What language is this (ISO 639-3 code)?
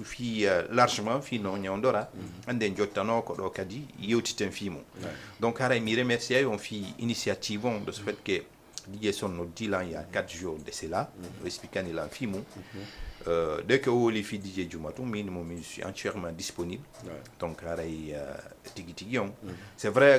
ful